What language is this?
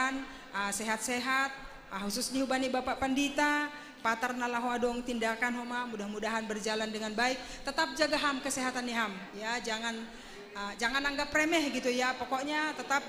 Batak Simalungun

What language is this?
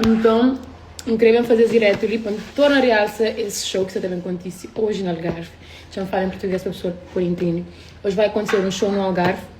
Kabuverdianu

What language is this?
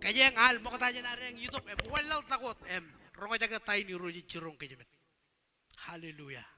Marshallese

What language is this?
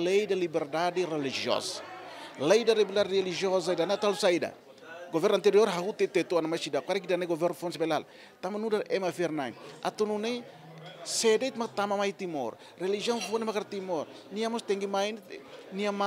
Tetum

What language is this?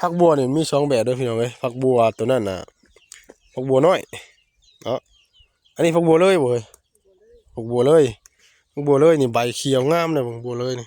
Northeastern Thai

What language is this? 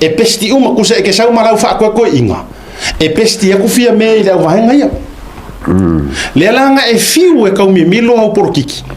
Samoan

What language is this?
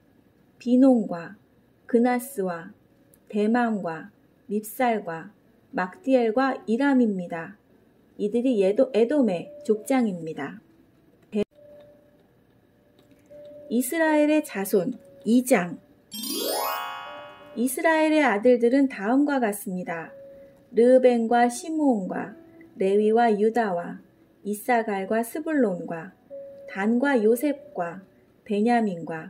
Korean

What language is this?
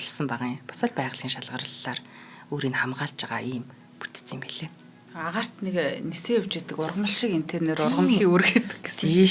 Mongolian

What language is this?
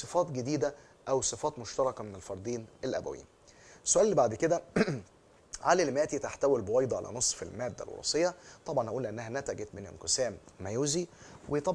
Egyptian Arabic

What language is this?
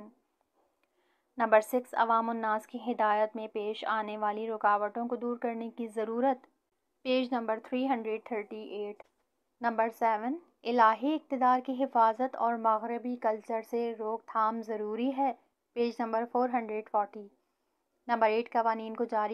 Urdu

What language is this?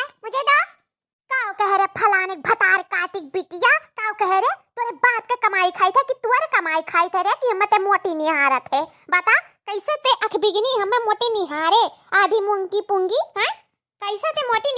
Awadhi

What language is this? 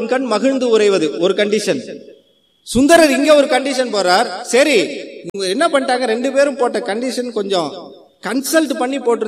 Tamil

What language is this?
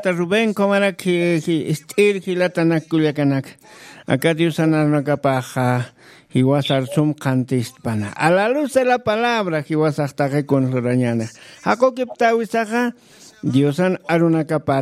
Aymara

